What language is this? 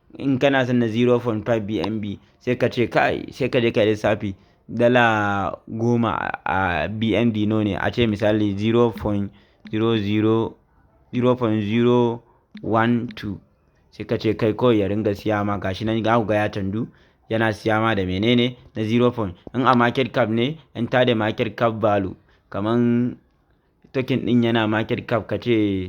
Hausa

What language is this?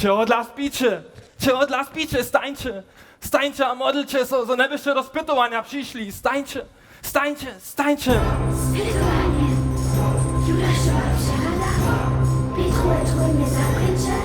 Upper Sorbian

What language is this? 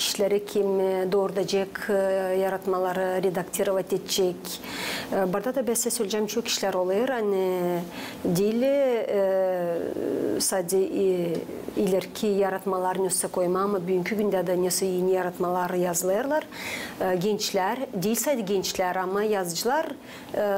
Gagauz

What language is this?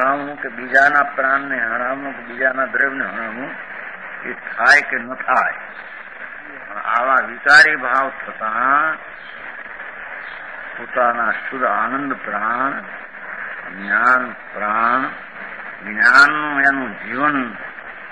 Gujarati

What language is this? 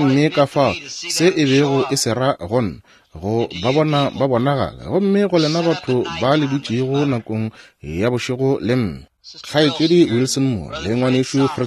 Northern Sotho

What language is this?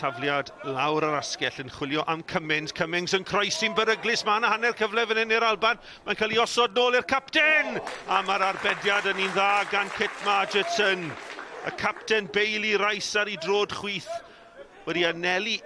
Welsh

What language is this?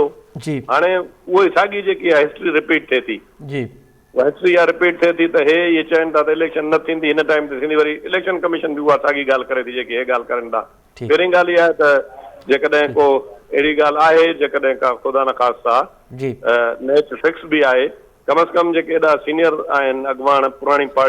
Sindhi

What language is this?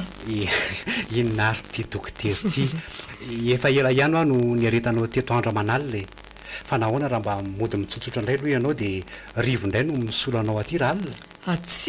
Malagasy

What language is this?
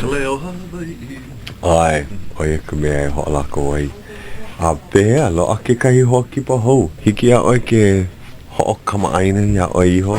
Hawaiian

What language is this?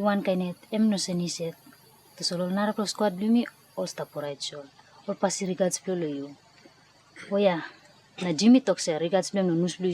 Tok Pisin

